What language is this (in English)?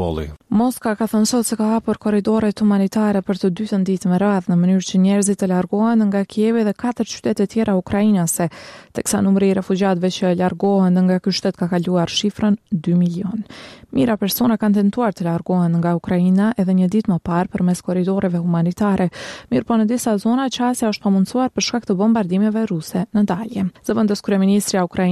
Albanian